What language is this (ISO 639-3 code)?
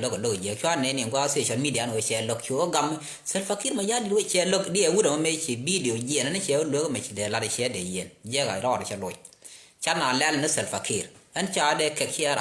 nus